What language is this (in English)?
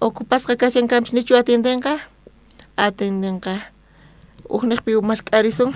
South Bolivian Quechua